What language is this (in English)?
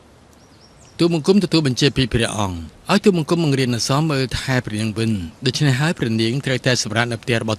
Khmer